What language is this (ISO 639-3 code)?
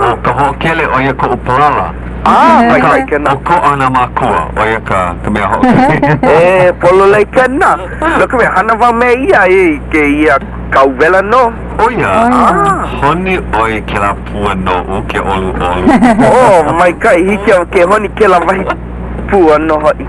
haw